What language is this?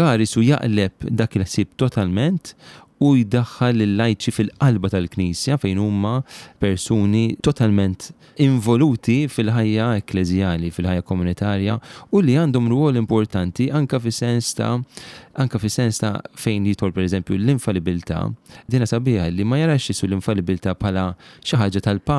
Maltese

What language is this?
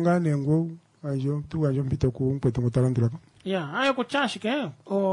Kuanyama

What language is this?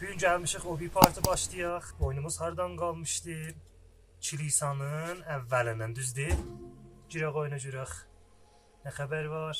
South Azerbaijani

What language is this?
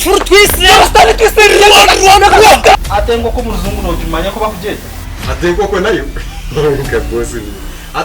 Nyankole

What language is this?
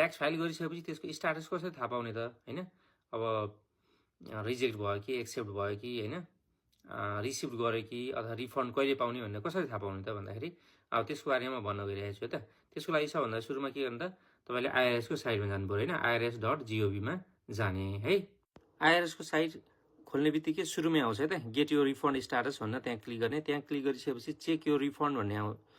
Nepali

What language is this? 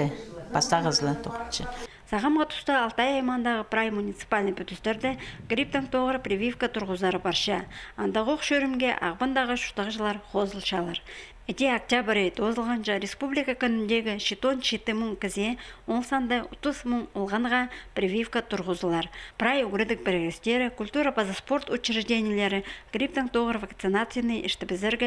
Khakas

